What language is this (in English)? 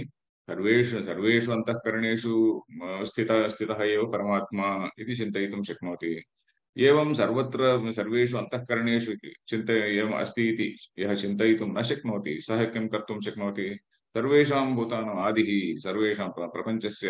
Sanskrit